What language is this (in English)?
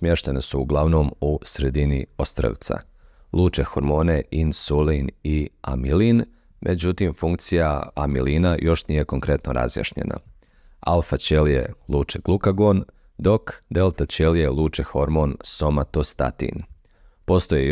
Bosnian